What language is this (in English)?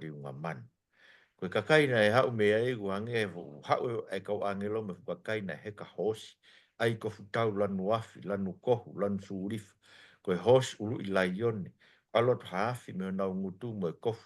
Tongan